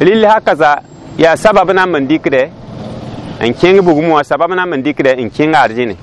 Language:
Mossi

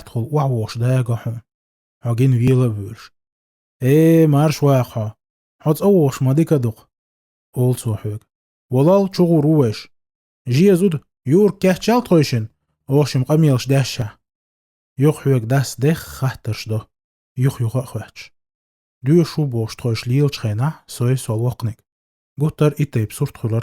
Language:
Chechen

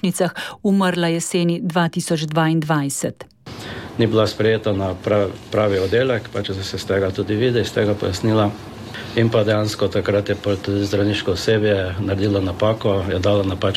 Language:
Slovenian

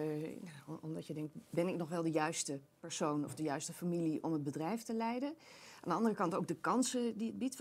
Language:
Dutch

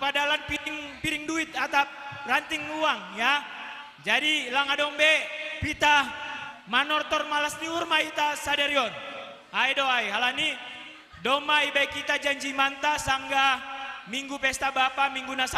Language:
Batak Simalungun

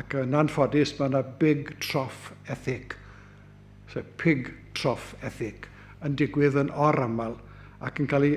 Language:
Welsh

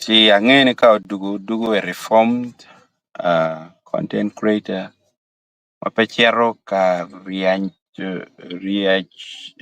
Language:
Acoli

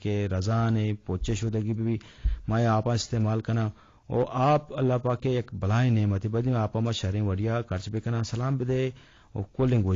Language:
Eastern Balochi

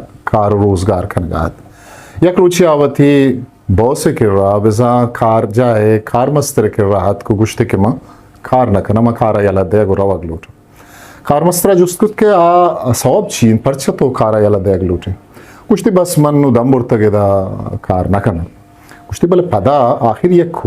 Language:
Eastern Balochi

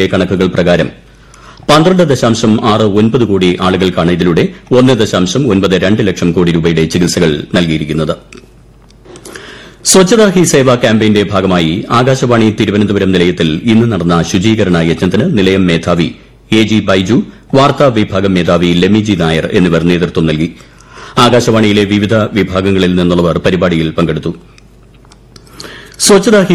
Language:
Malayalam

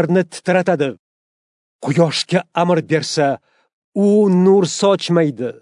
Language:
Uzbek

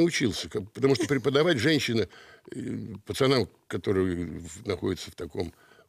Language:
Russian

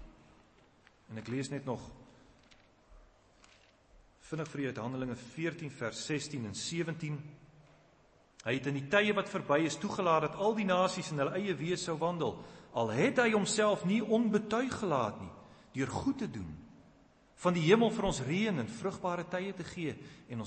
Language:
Afrikaans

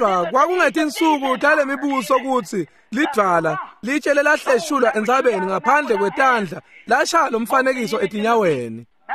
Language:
Swati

